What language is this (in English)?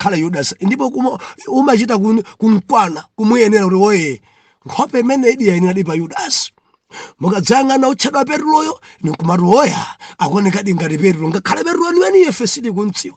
Nyanja